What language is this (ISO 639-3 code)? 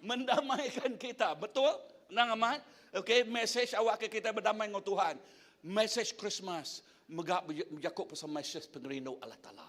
iba